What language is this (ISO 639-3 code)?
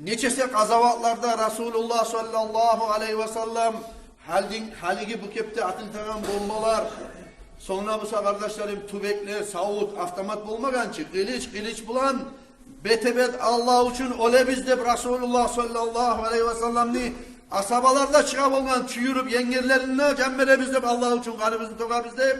kum